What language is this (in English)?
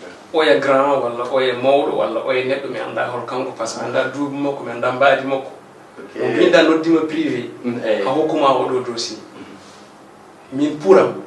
Fula